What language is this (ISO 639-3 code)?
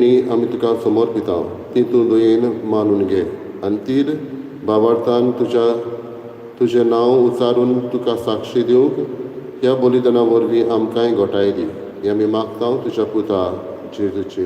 kok